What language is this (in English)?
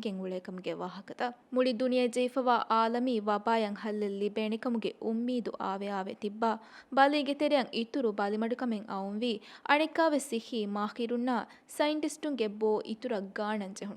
Divehi